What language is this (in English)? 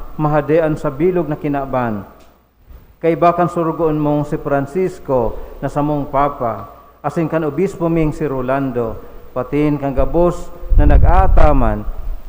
Bikol